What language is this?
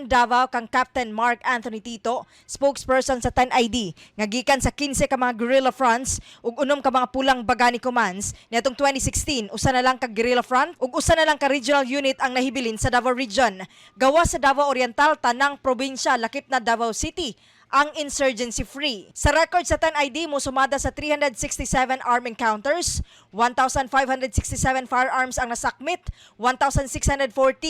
Cebuano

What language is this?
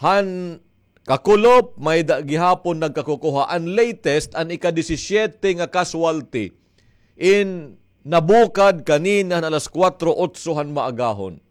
Waray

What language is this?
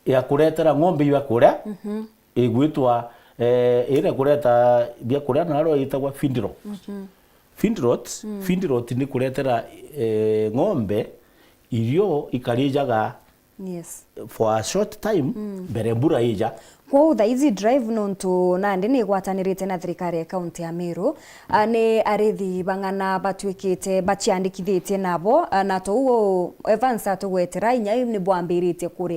Meru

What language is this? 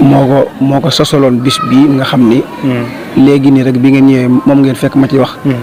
Wolof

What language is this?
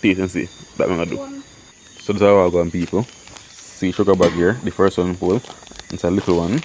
Jamaican Creole English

